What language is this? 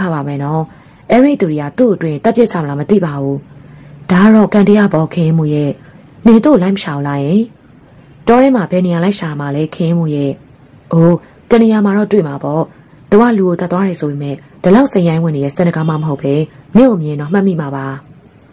Burmese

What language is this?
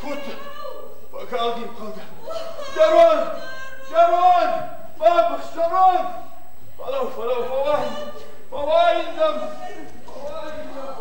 Ossetic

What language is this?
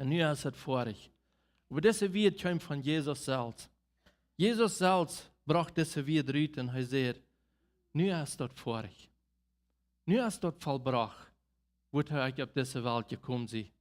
Plautdietsch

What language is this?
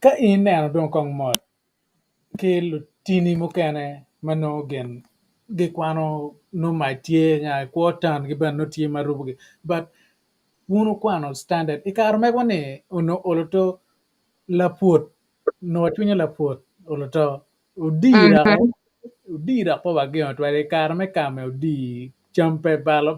Acoli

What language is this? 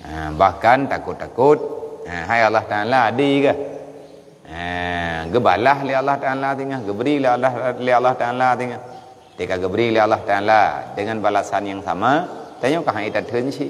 Achinese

